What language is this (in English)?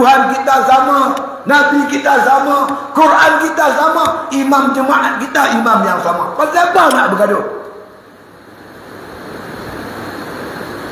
Malay